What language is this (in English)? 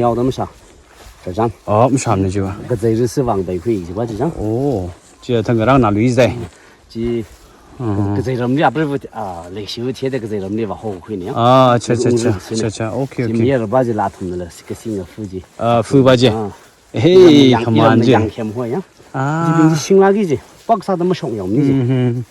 Tangkhul Naga (India)